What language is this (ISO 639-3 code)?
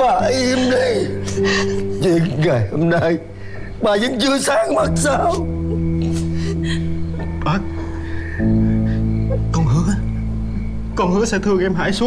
vie